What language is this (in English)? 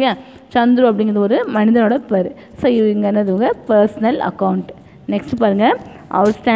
Tamil